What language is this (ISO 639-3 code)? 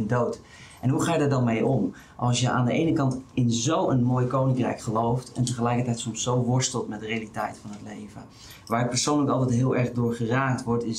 nld